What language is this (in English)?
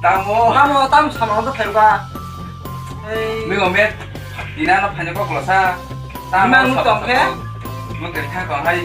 Kok Borok